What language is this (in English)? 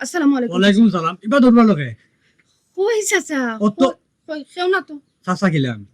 Sylheti